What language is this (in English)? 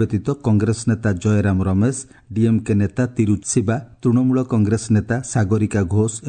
Odia